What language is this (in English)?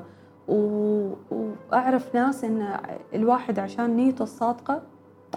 Gulf Arabic